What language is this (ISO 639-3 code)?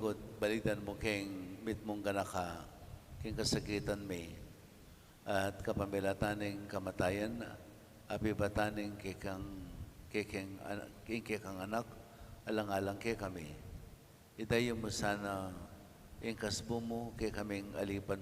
pam